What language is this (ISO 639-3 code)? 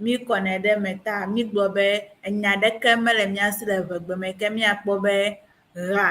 ewe